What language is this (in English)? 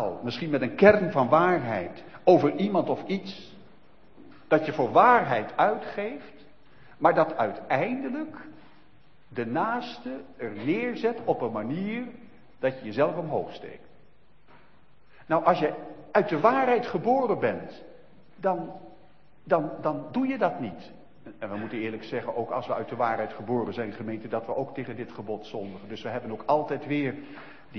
Dutch